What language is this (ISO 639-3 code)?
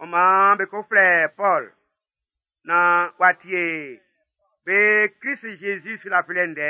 bci